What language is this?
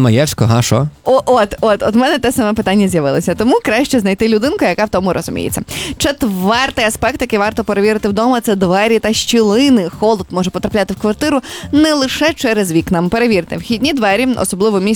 Ukrainian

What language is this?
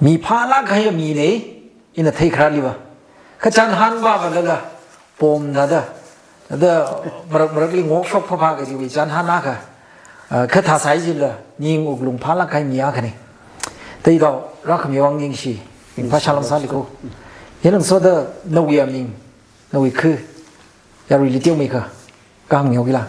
Tangkhul Naga (India)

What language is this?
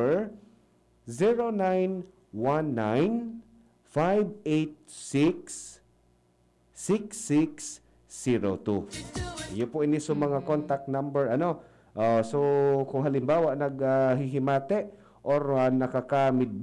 Bikol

